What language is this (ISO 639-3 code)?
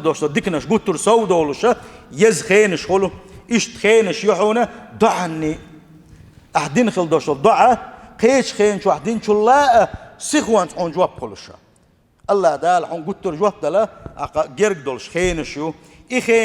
che